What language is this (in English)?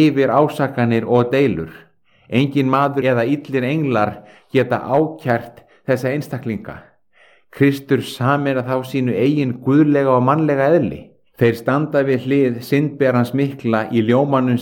Icelandic